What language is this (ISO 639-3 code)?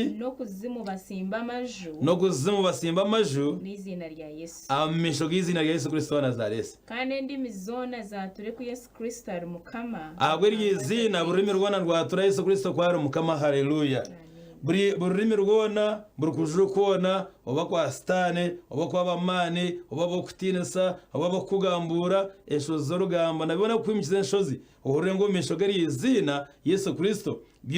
nyn